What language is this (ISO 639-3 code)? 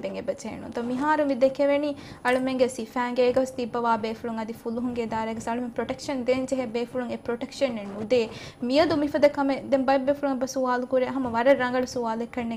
div